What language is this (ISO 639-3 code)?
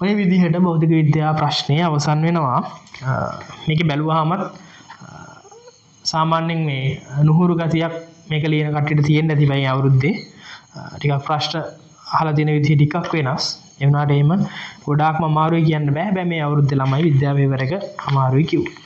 sin